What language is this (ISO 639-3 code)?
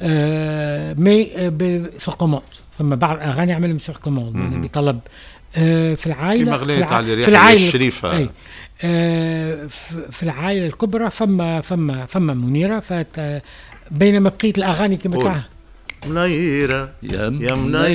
aeb